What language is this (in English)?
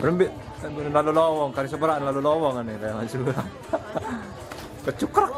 Sasak